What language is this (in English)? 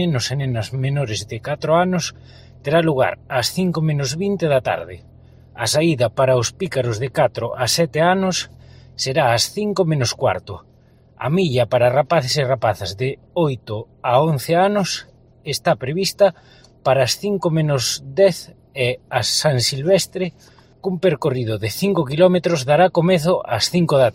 Galician